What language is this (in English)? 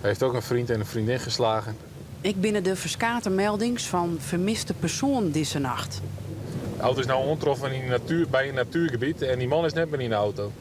Western Frisian